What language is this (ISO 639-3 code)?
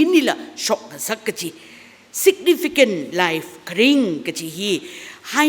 nmf